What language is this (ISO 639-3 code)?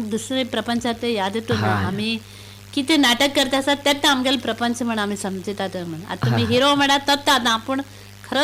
kok